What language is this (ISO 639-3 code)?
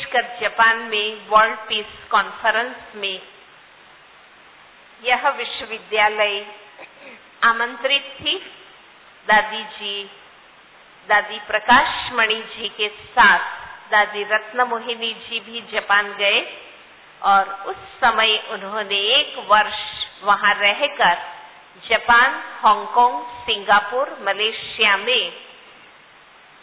hin